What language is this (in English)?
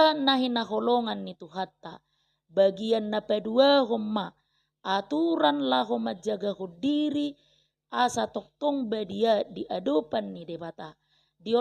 Batak Toba